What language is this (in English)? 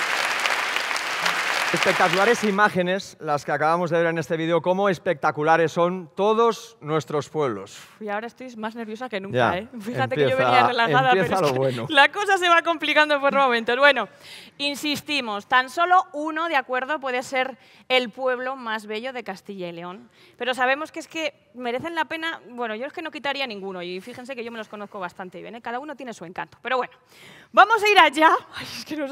Spanish